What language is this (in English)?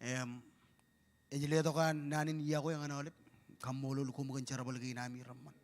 Marshallese